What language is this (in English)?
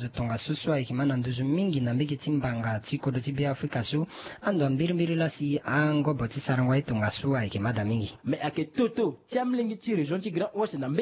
Sango